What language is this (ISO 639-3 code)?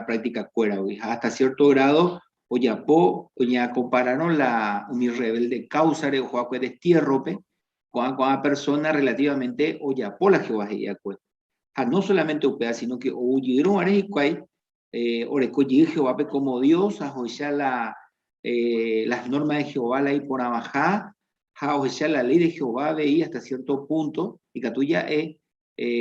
grn